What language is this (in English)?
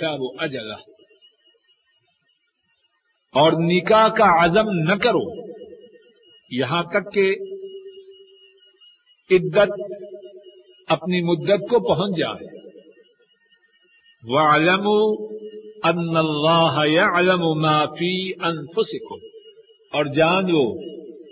Urdu